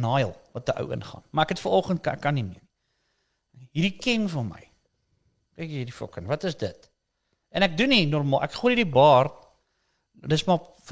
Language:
Afrikaans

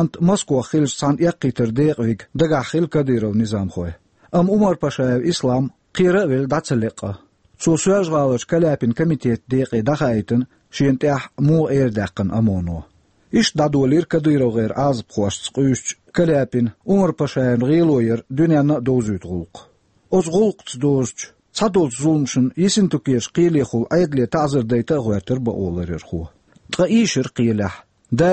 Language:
Chechen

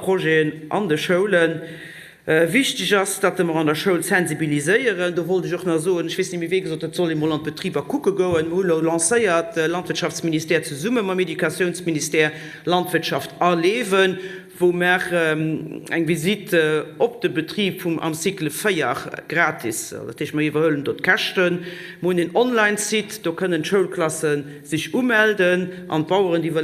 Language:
Luxembourgish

